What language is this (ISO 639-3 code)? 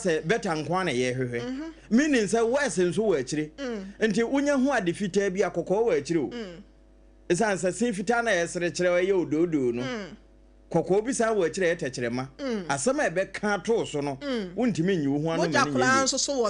aka